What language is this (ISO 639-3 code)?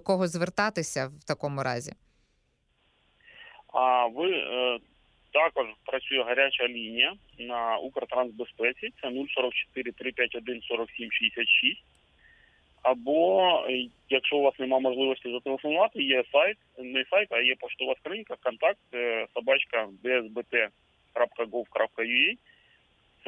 ukr